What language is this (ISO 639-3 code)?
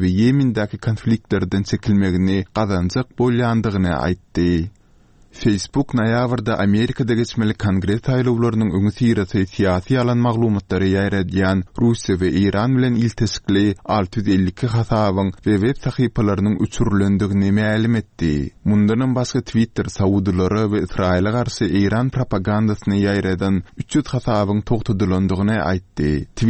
tuk